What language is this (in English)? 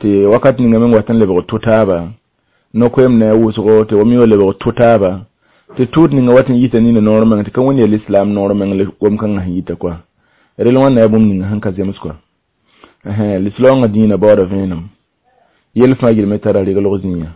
Mossi